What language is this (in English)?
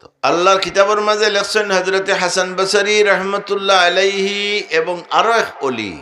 Sylheti